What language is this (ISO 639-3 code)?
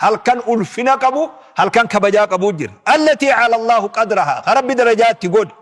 orm